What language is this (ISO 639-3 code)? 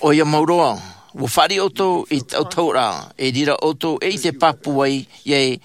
tah